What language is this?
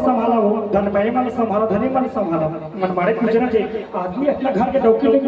Chhattisgarhi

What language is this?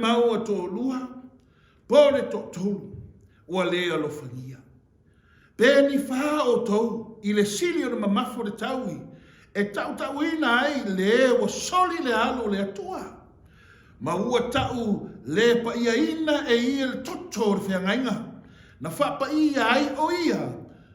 Samoan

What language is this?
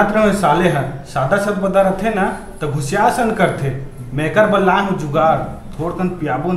Chhattisgarhi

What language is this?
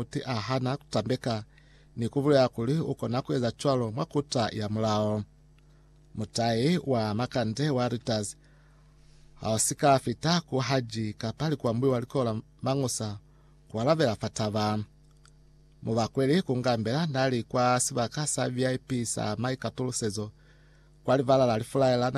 Lozi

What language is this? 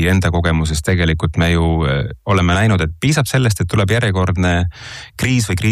Estonian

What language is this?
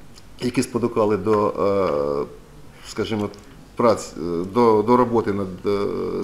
Ukrainian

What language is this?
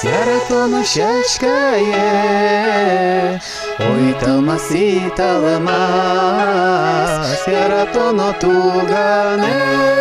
Udmurt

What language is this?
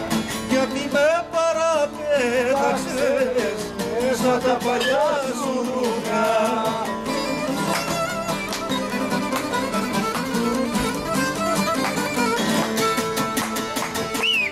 Greek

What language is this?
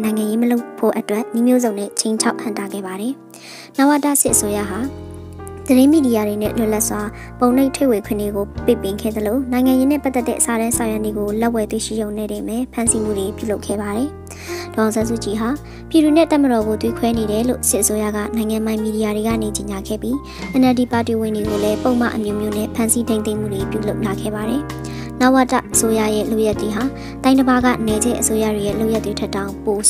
Burmese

